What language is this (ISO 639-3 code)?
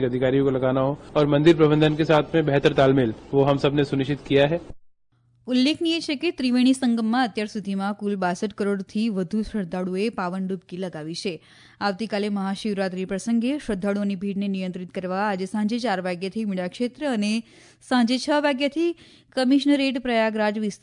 guj